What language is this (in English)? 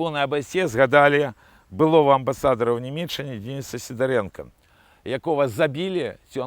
Belarusian